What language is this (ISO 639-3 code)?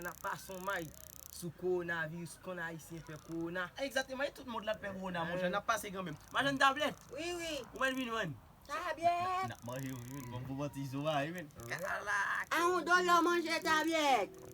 hat